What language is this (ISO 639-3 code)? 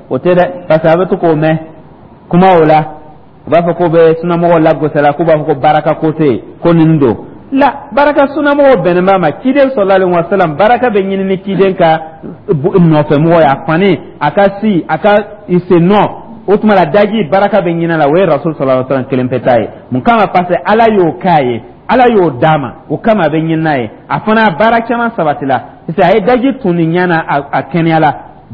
dyu